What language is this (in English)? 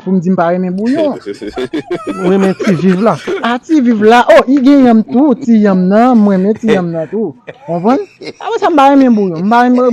Haitian Creole